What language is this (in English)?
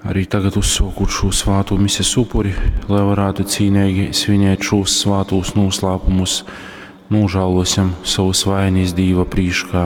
Latgalian